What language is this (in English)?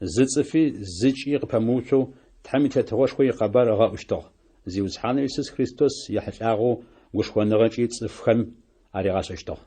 Adyghe